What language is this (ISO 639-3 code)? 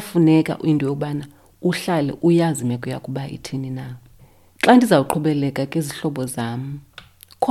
xho